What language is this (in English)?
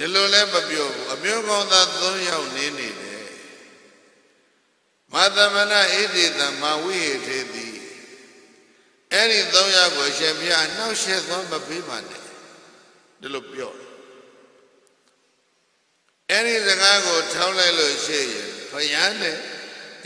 Burmese